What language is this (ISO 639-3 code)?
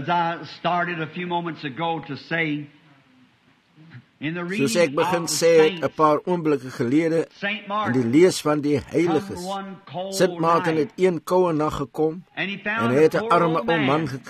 afr